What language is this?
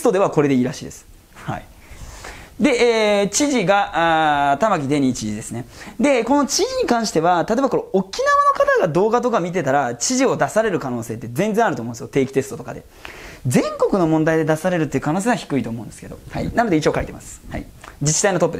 Japanese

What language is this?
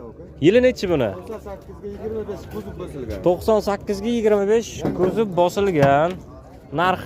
Uzbek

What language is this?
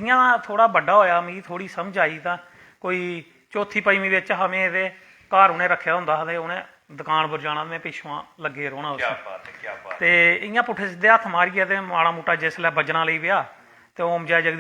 Dogri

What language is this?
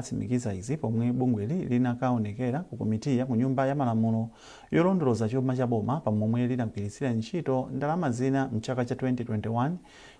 Nyanja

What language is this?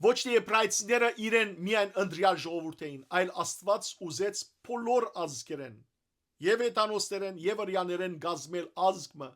Western Armenian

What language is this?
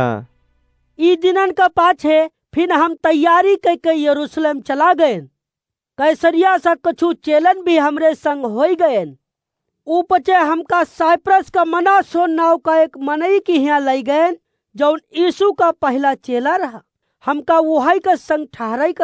Awadhi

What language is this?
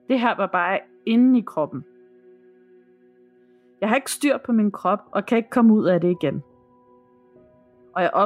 Danish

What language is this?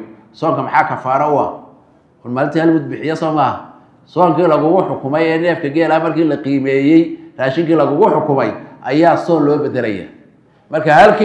Somali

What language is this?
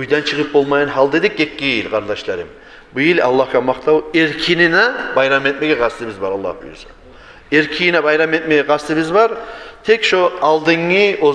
Kumyk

